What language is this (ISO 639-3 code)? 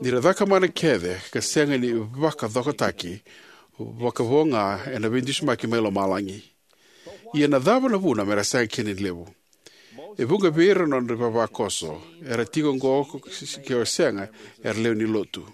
fij